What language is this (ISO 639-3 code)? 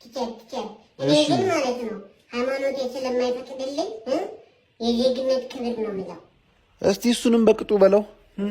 amh